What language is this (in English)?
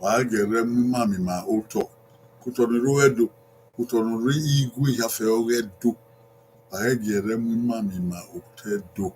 Bini